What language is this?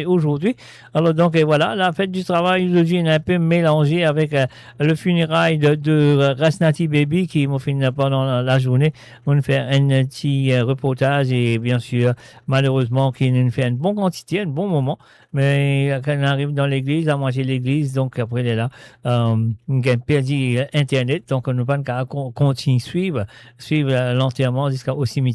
Morisyen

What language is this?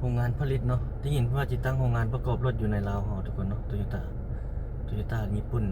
Lao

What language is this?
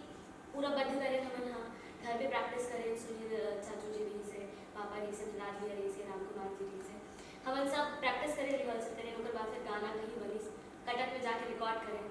Chhattisgarhi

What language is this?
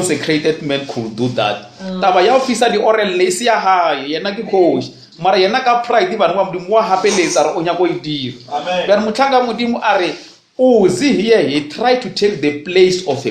Northern Sotho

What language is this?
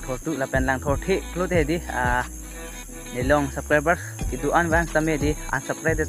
Karbi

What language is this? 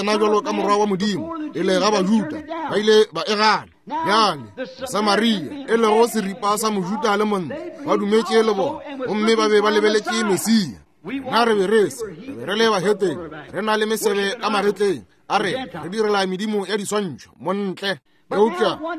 Northern Sotho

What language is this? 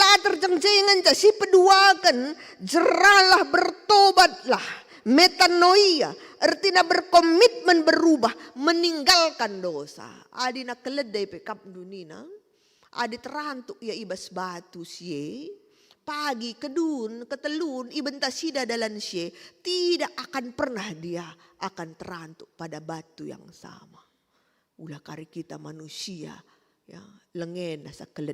Batak Karo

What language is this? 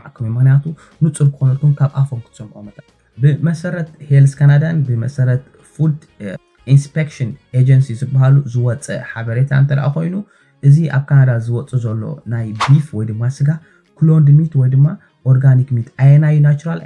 Tigrinya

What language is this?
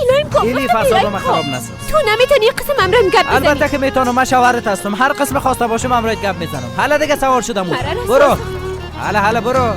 Persian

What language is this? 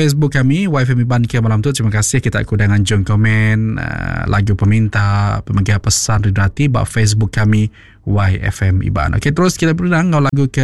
Iban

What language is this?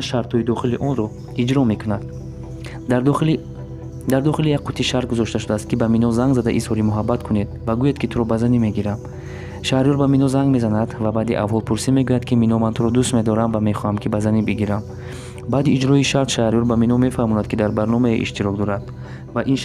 Tajik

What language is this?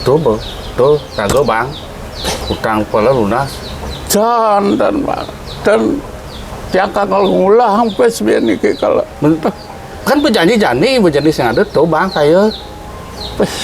Balinese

